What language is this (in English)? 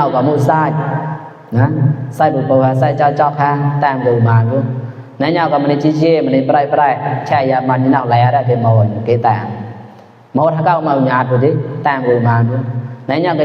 Mon